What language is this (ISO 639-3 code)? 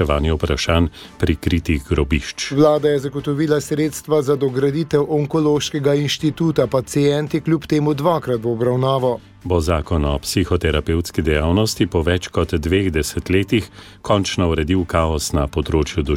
slv